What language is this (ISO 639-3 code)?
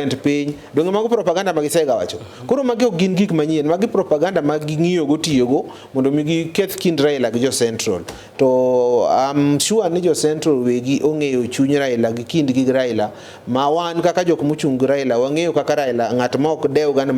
luo